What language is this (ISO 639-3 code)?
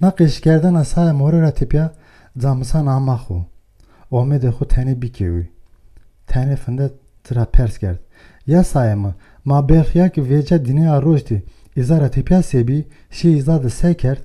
zza